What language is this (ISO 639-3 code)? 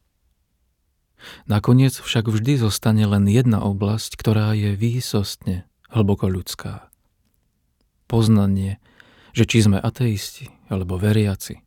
slk